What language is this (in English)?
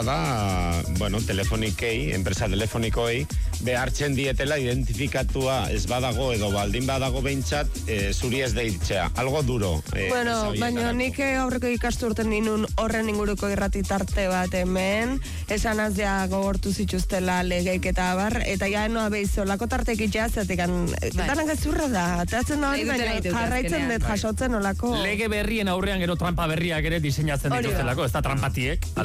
Basque